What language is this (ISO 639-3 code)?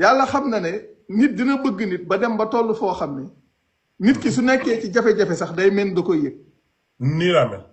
wol